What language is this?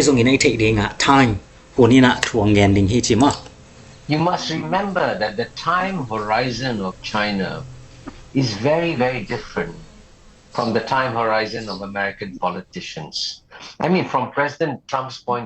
Tedim Chin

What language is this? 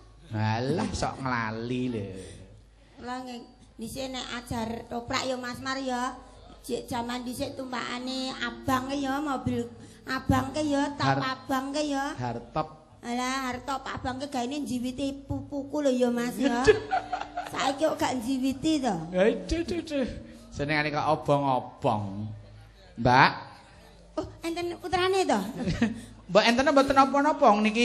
Javanese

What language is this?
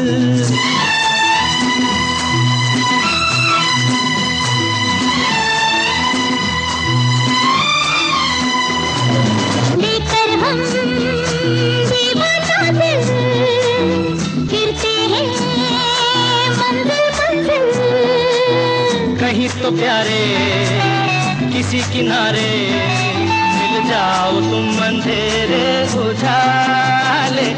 Hindi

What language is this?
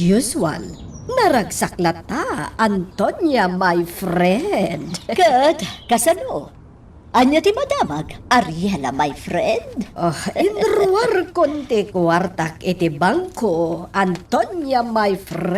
Iloko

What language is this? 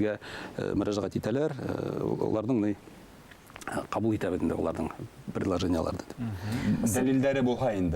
Bashkir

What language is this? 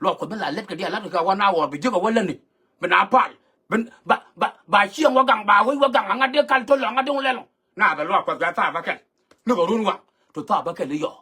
Nuer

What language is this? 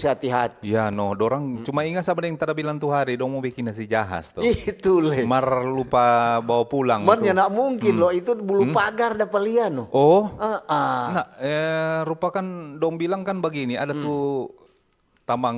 Manado Malay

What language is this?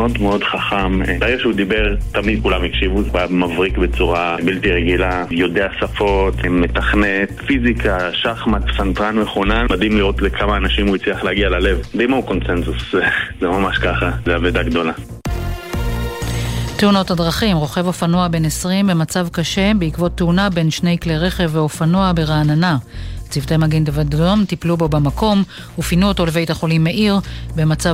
Hebrew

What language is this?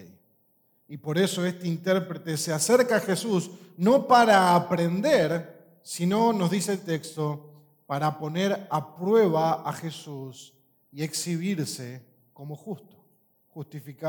Spanish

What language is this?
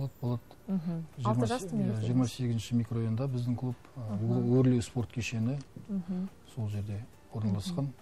Kazakh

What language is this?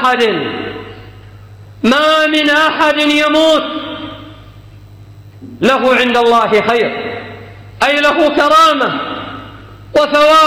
Arabic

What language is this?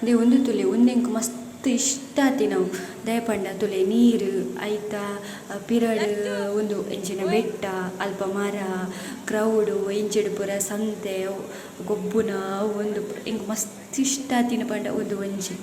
Tulu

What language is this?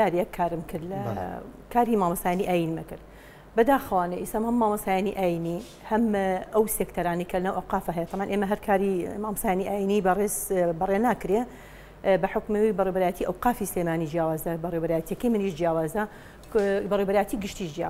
Central Kurdish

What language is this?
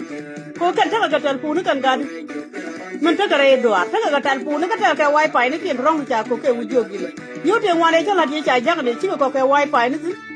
Nuer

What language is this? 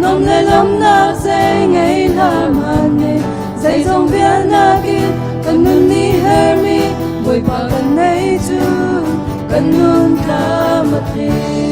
Hakha Chin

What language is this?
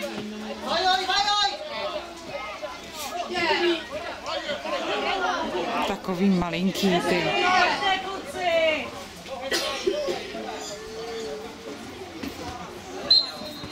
Czech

